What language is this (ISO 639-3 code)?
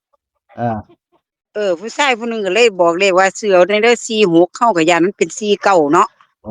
tts